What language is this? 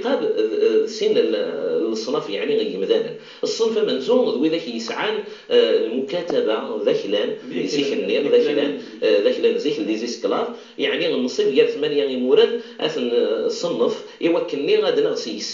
Kabyle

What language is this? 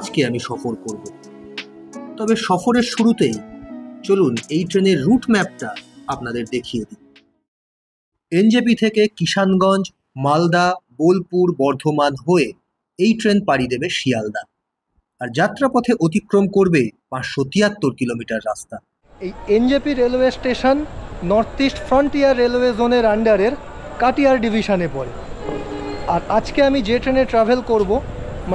Bangla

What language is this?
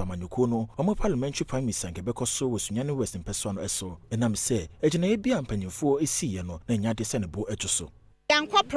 Akan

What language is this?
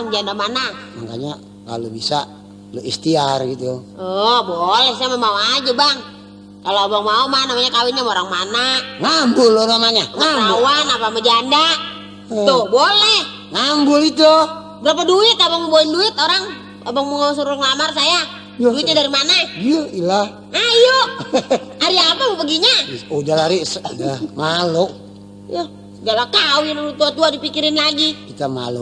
Betawi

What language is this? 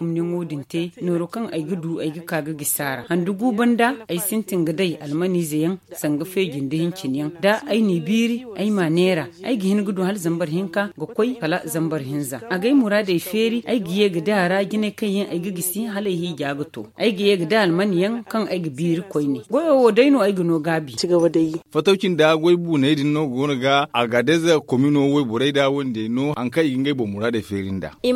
Zarma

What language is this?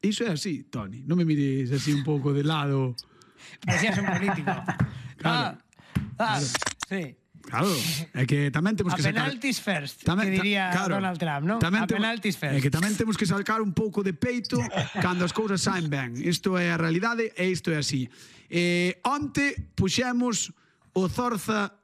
Galician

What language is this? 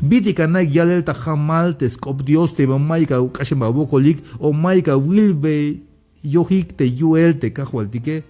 Tzeltal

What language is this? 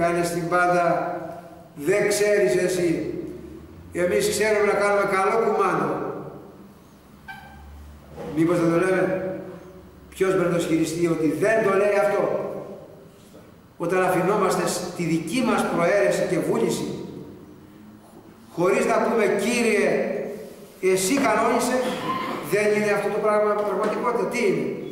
Greek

